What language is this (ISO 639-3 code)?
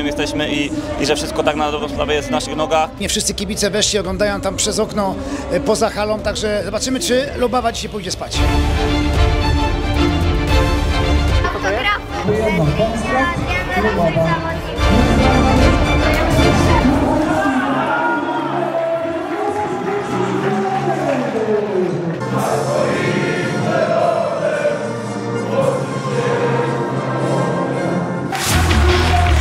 pol